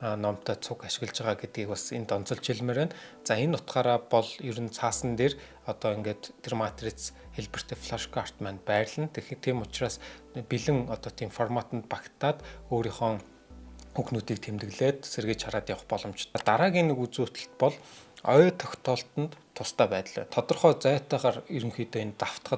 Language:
Mongolian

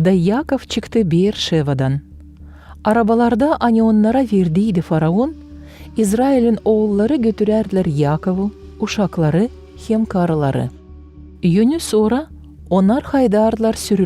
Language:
Gagauz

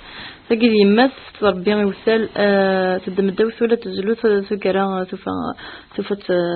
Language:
Kabyle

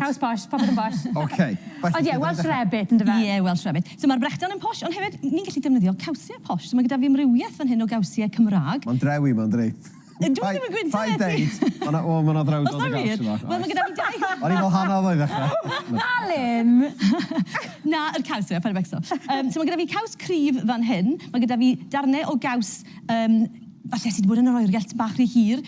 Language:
Welsh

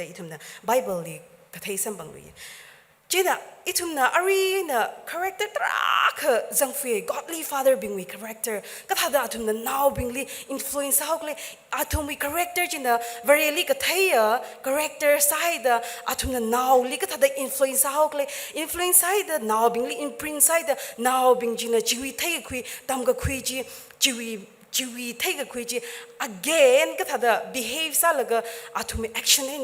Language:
Tangkhul Naga (India)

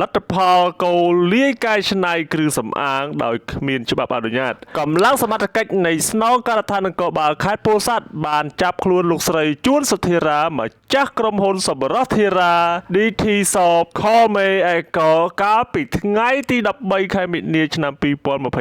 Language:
Khmer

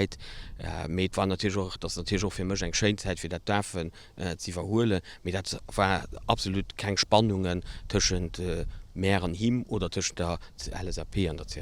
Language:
Luxembourgish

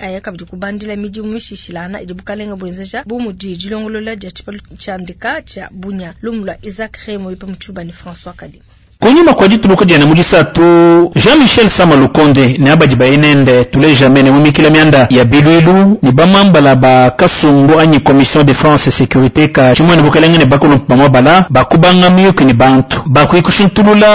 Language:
Luba-Lulua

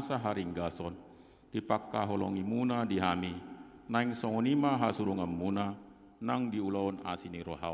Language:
Batak Toba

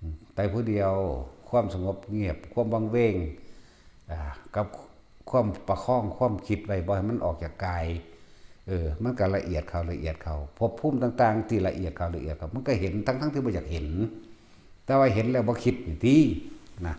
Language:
Northeastern Thai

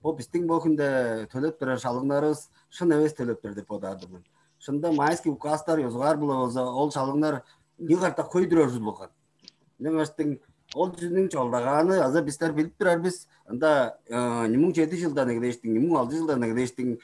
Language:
Tuvinian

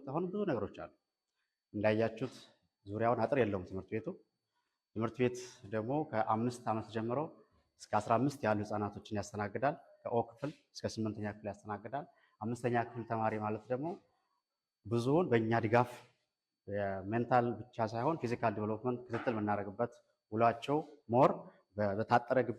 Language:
Amharic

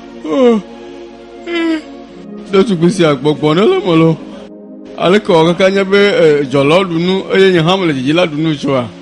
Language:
Ewe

